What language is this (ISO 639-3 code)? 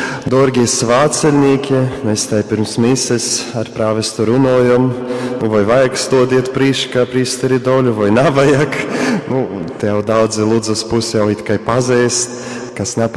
ltg